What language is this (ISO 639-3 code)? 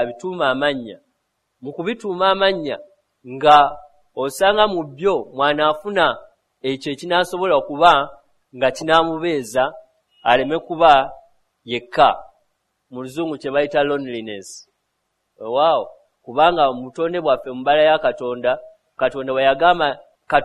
lug